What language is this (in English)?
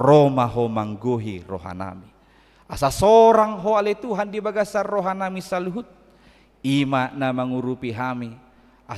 Batak Toba